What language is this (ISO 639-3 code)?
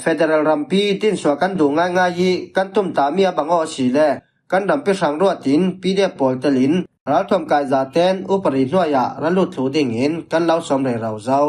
cfm